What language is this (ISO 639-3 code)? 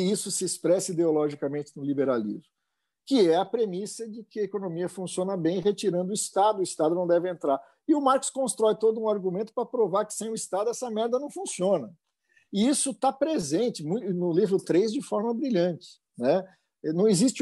por